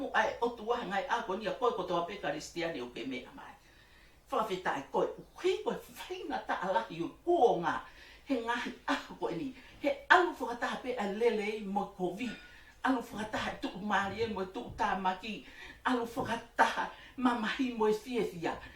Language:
Tongan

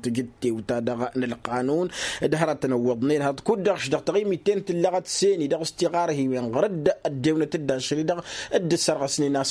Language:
Tamasheq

